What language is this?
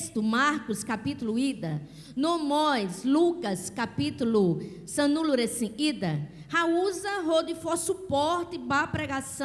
Tetum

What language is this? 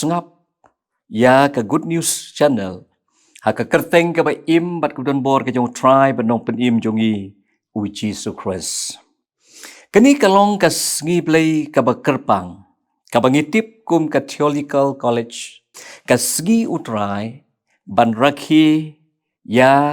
Khasi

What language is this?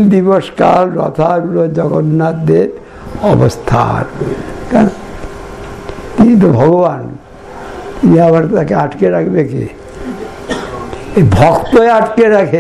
Bangla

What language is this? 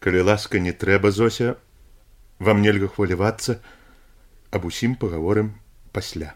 Belarusian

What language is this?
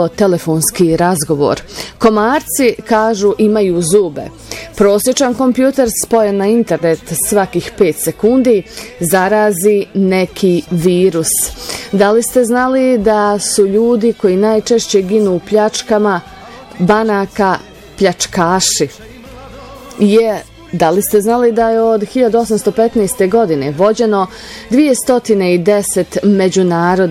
Bosnian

